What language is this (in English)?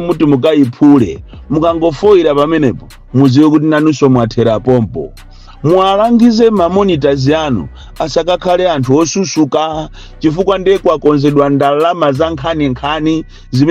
Nyanja